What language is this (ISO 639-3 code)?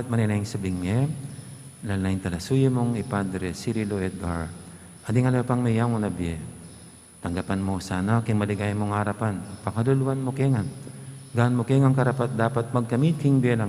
pam